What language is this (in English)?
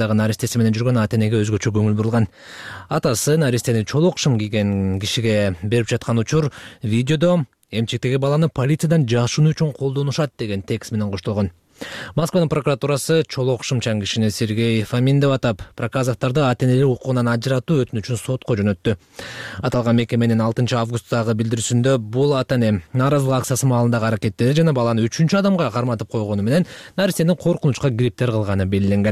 Kyrgyz